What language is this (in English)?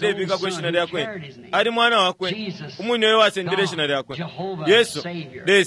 Bemba